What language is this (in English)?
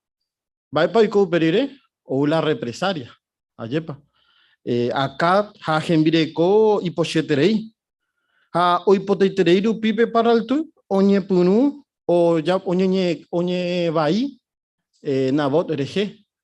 Guarani